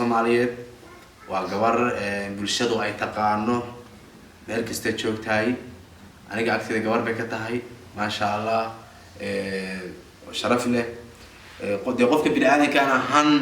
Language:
Somali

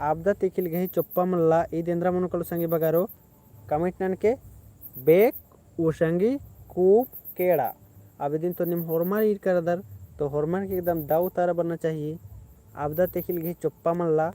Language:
Kurukh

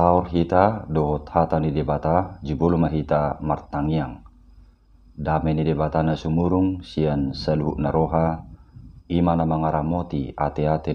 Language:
Batak Toba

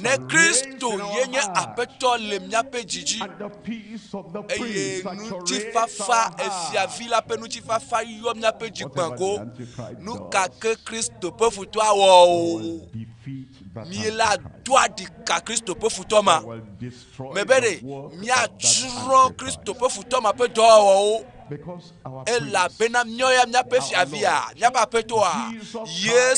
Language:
Ewe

